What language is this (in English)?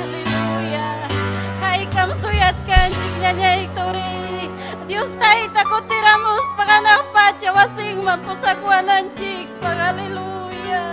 Ayacucho Quechua